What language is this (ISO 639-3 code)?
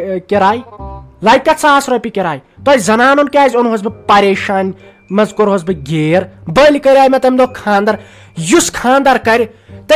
kas